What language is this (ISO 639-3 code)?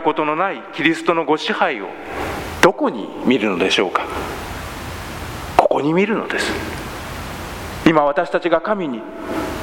jpn